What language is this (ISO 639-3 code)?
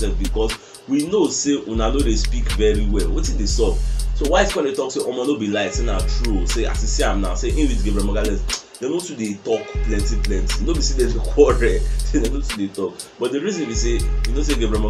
pcm